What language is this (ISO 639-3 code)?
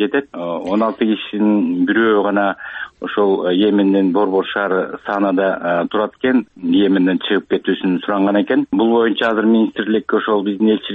kir